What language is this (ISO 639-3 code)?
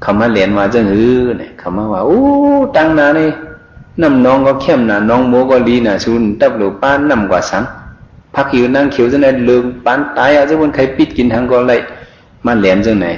shn